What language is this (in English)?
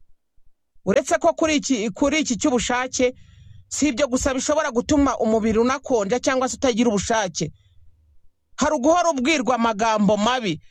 Kinyarwanda